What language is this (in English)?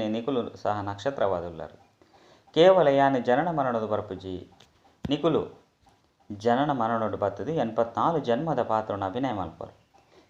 Tulu